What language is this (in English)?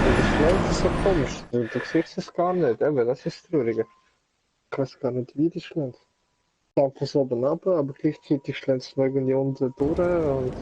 Swiss German